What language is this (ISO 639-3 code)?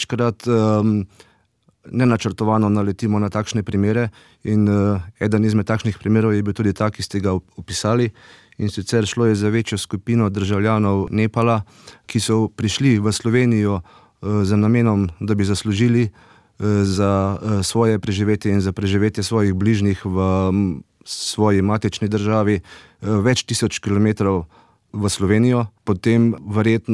slv